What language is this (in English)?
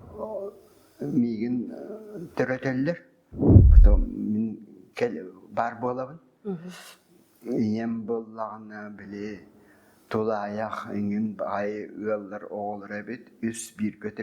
Yakut